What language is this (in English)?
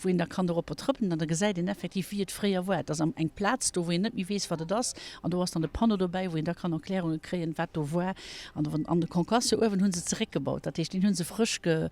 Luxembourgish